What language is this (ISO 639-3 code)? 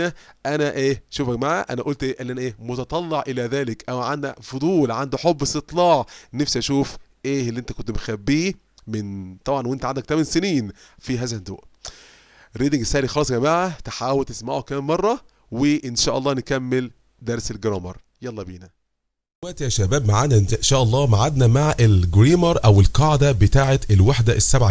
arz